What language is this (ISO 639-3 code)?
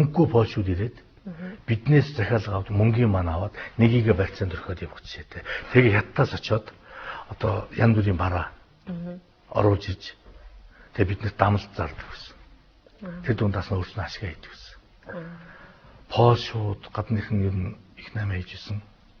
mon